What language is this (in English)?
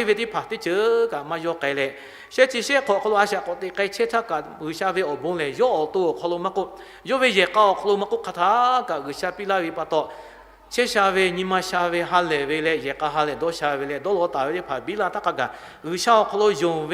Lahu